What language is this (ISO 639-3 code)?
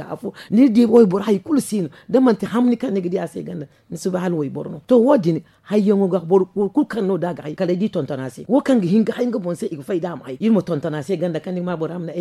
dje